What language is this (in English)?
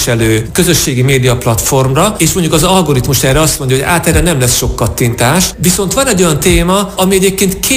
Hungarian